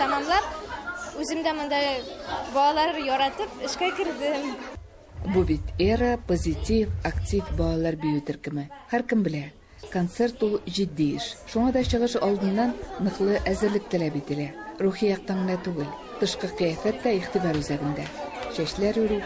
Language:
Tatar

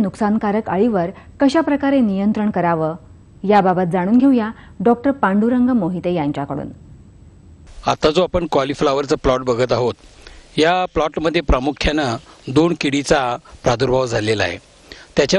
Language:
Marathi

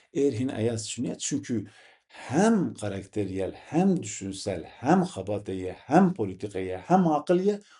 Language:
Zaza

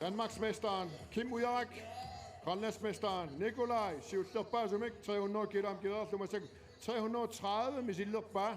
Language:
Kalaallisut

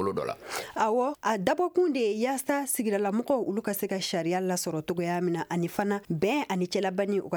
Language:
Bambara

